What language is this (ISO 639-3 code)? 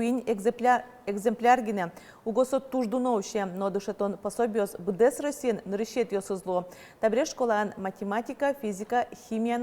udm